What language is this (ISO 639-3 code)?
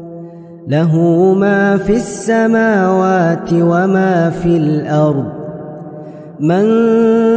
ara